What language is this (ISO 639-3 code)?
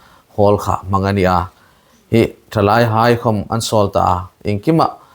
hmr